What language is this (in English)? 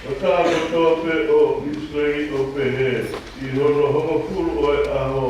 Tongan